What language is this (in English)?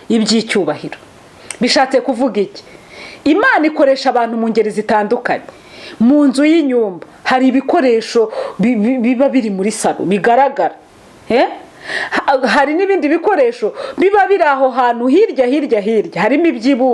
Kinyarwanda